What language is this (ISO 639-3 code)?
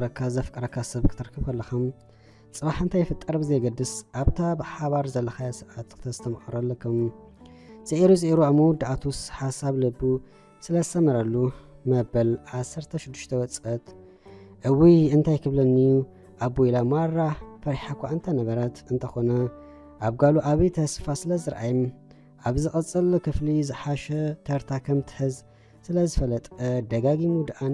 tir